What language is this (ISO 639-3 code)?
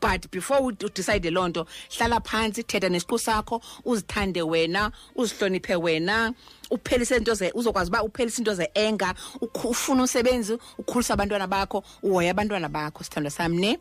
xho